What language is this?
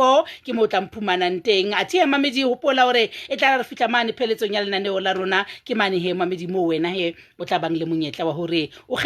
Southern Sotho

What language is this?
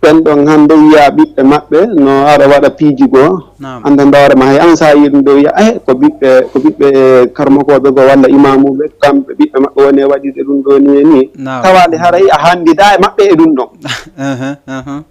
Fula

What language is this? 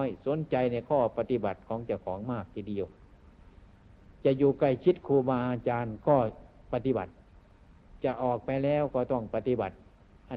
Thai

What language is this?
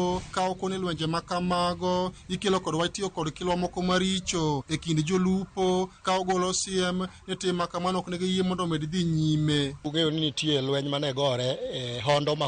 Luo (Kenya and Tanzania)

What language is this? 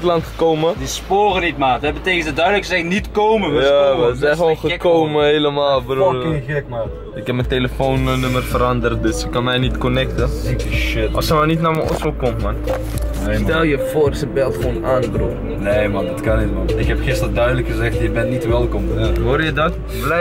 Dutch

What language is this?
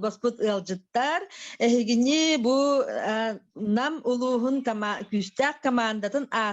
Yakut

